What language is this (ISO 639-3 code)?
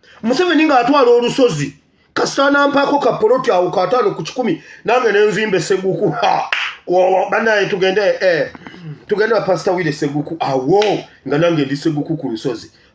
lug